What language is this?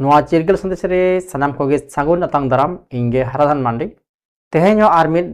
Santali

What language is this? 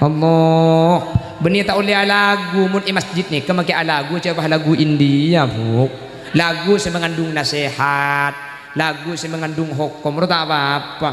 Madurese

